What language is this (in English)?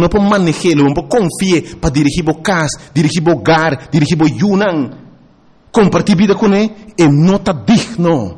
Papiamento